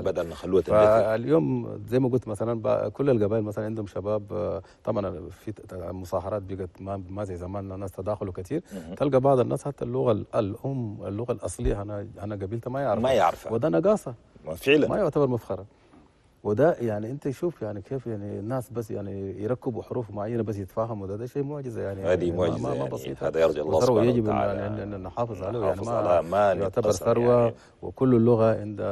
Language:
Chadian Arabic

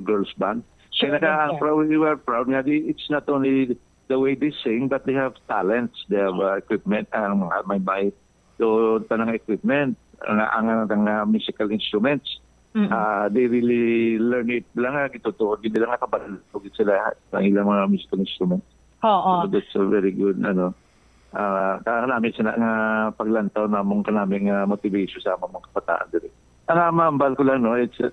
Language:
Hiligaynon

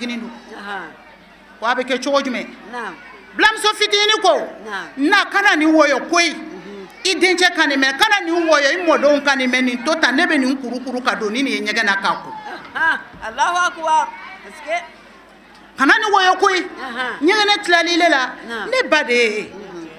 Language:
Bambara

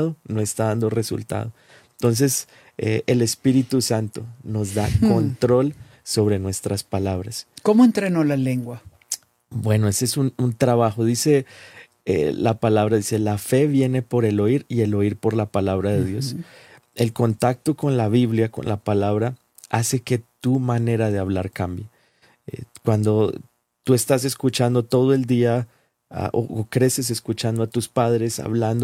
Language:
Spanish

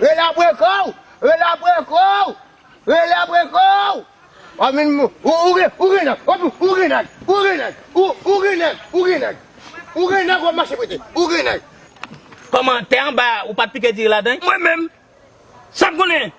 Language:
Haitian Creole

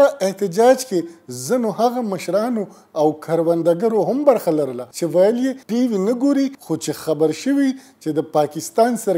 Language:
Pashto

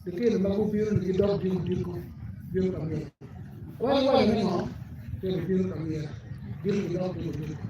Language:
Acoli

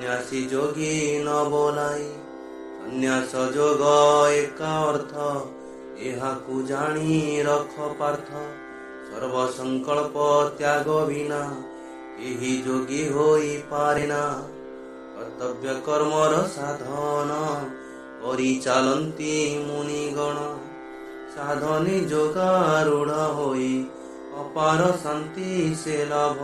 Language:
Odia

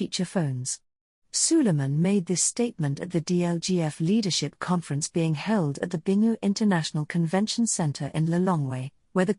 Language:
English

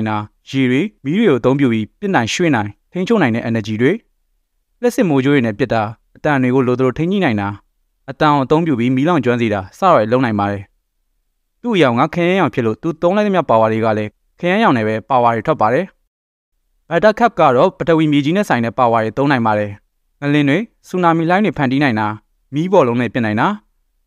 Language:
Burmese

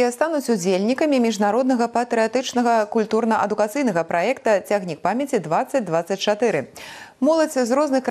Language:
Belarusian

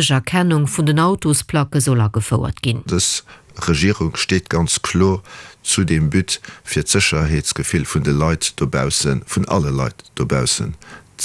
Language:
Luxembourgish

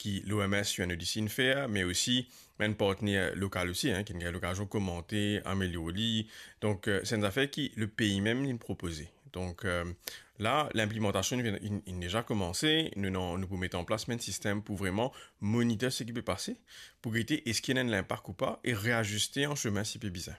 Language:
Morisyen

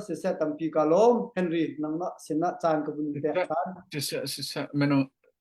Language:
Hakha Chin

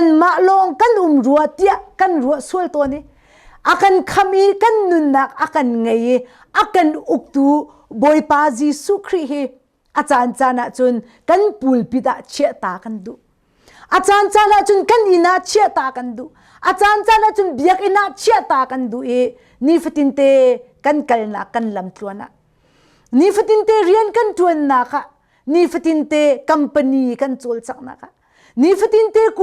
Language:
Hakha Chin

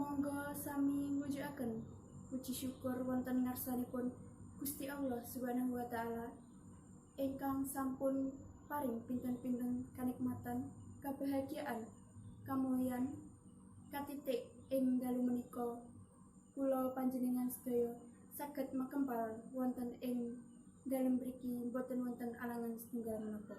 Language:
Javanese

